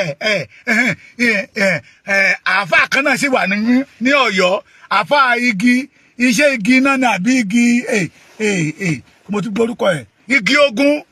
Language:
Yoruba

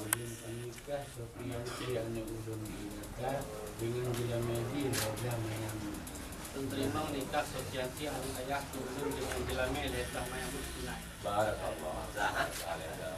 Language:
Achinese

